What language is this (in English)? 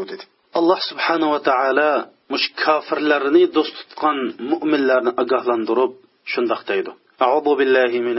Uyghur